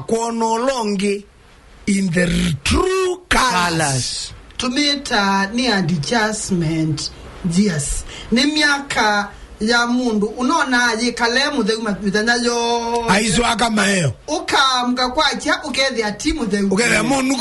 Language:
Kamba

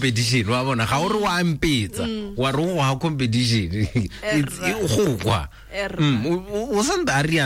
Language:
Tswana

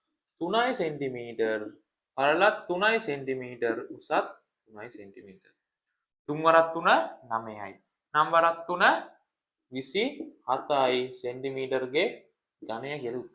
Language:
Sinhala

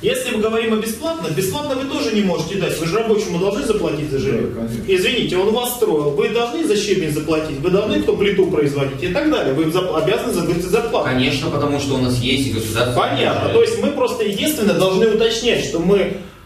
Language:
Russian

